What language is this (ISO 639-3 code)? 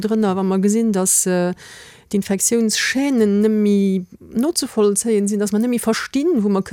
ltz